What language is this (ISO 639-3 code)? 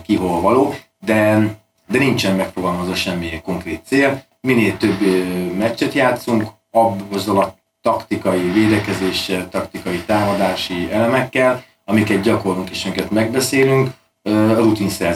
hun